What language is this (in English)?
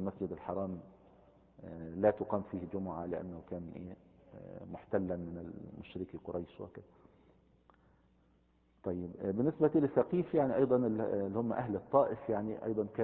Arabic